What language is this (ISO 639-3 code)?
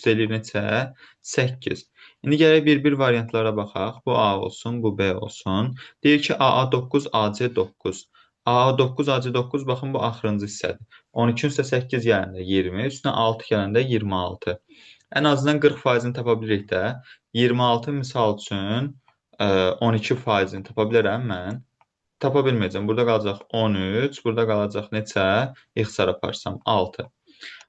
aze